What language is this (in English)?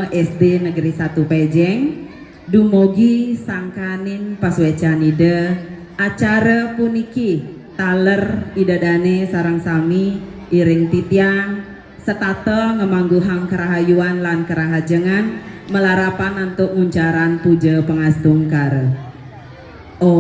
Balinese